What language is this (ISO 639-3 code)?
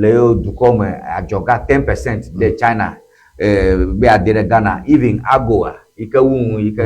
ewe